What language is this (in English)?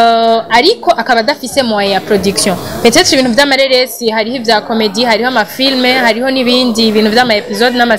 Rundi